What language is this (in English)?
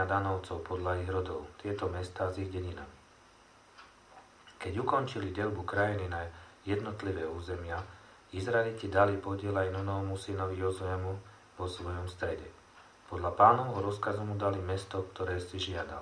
Slovak